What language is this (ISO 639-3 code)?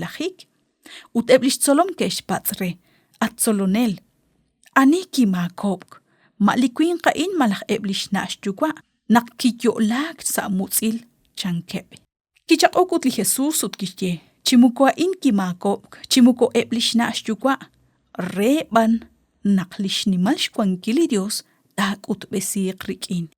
kek